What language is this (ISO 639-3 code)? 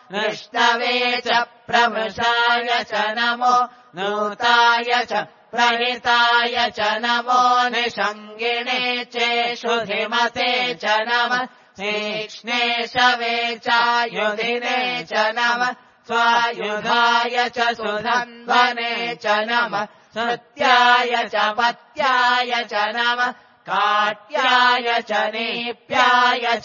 san